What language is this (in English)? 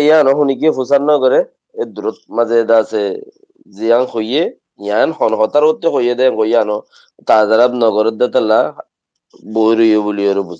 Rohingya